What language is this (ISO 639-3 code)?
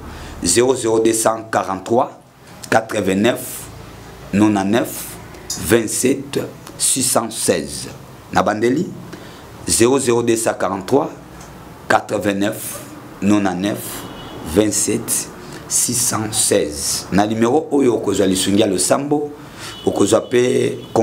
lin